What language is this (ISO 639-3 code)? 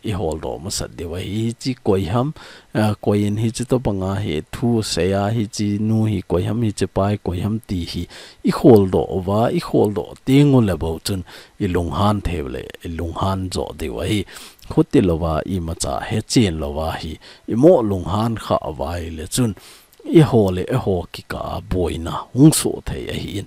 tcz